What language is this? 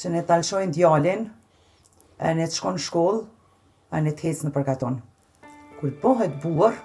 Albanian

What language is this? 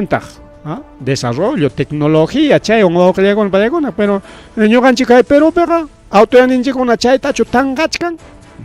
Ayacucho Quechua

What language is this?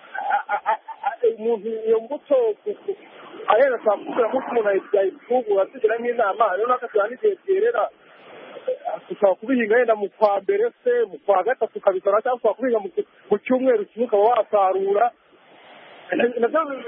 Kinyarwanda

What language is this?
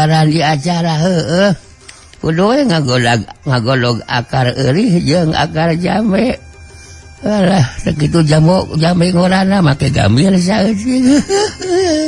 Sundanese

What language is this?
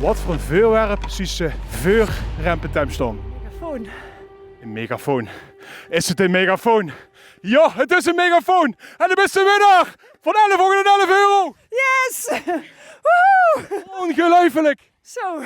Limburgish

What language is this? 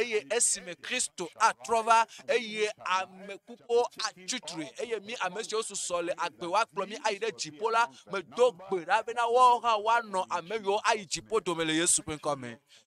Ewe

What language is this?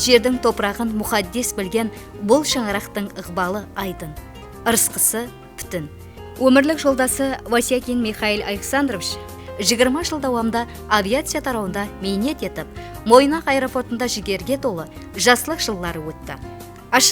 Kara-Kalpak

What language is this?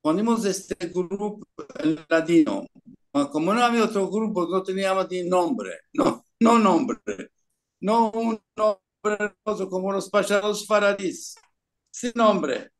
Ladino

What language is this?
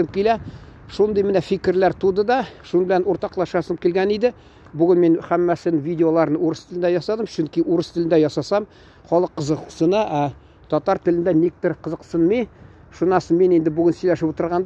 Tatar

